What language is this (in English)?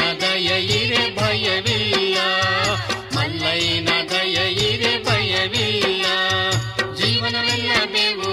Kannada